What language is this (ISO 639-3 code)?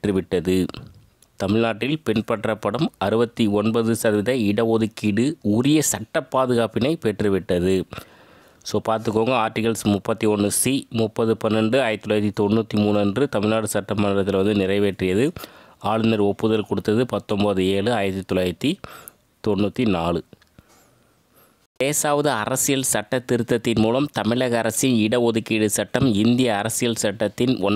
tam